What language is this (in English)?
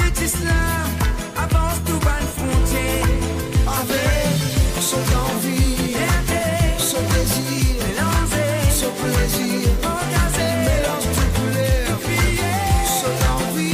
Morisyen